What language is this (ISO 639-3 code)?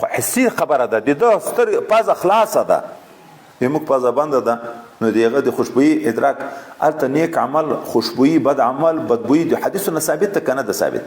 pus